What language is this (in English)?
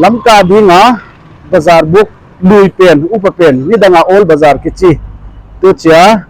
Paite Chin